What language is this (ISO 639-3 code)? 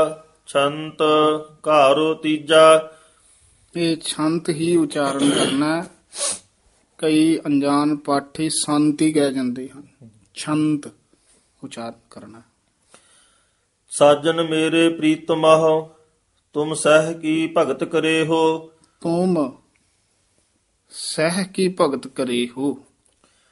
pan